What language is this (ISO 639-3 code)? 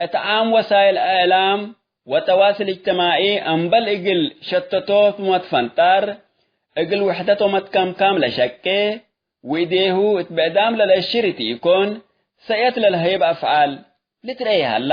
tig